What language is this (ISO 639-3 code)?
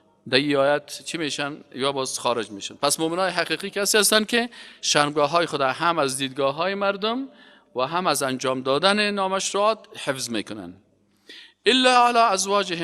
fas